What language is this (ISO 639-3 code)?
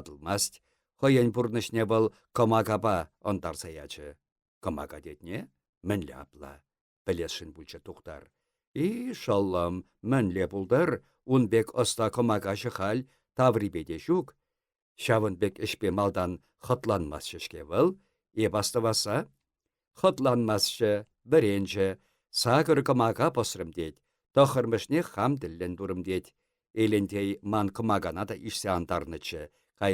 chv